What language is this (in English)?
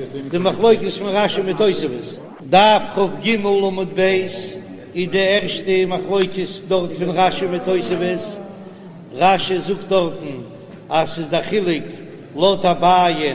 Yiddish